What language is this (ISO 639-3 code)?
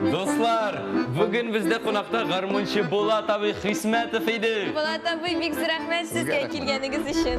tat